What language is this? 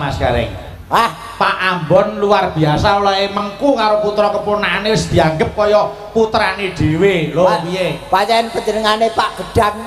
Javanese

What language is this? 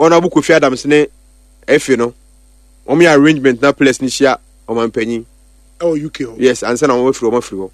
Akan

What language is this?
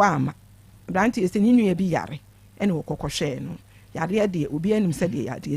Akan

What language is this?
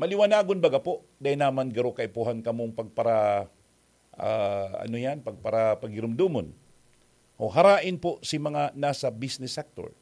Bikol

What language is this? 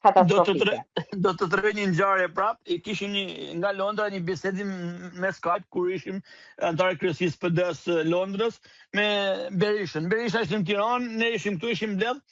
Albanian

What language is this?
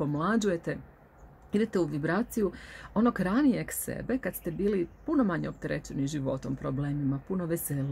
Croatian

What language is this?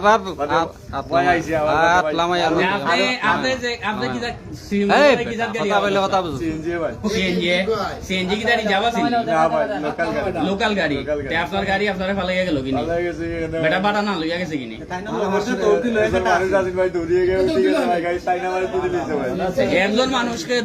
Sylheti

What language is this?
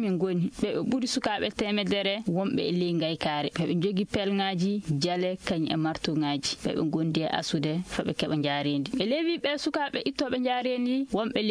Nigerian Fulfulde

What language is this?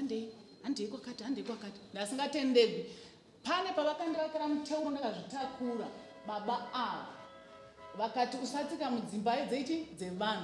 Shona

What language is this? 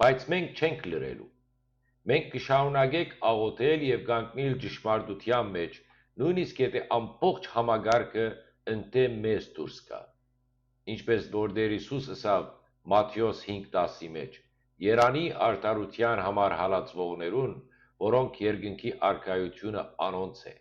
Western Armenian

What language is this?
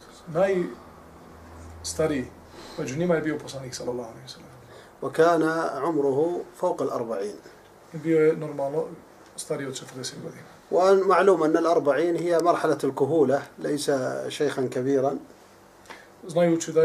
Bosnian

